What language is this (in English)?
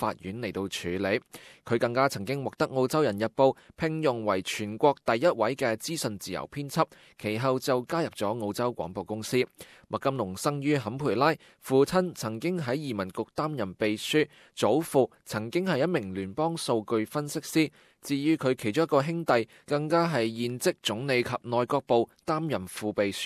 Cantonese